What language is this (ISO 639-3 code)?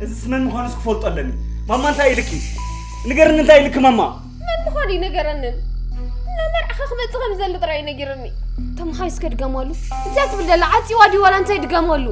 tir